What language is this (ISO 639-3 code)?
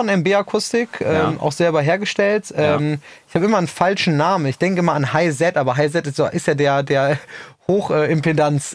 deu